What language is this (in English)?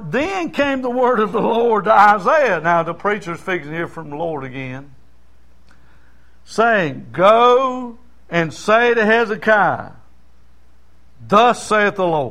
English